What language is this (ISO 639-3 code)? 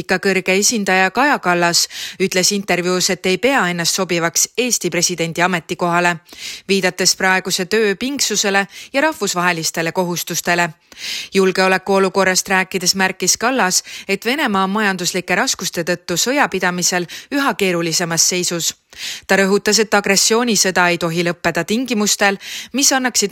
est